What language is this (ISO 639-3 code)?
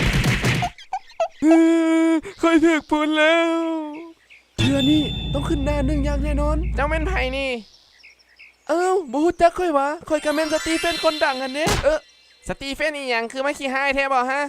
lao